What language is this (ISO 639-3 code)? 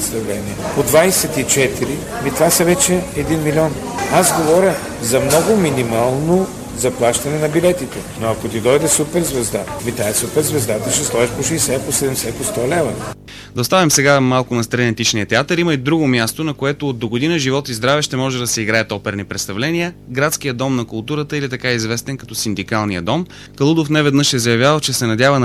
bul